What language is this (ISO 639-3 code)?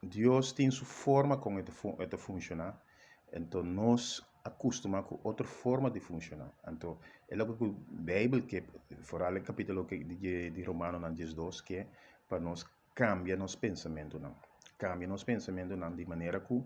pap